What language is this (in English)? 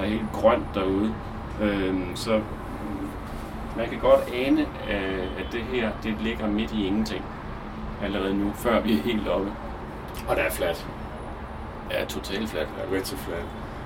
Danish